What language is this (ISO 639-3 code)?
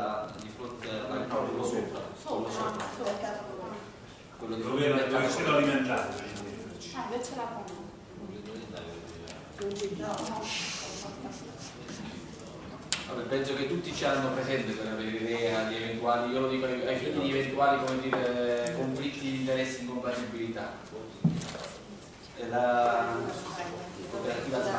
ita